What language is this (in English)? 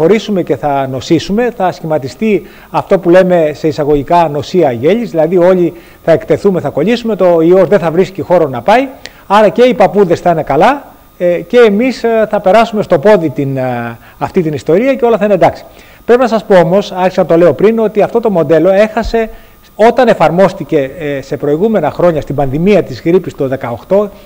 Greek